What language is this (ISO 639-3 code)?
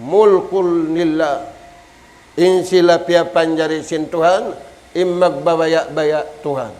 tsg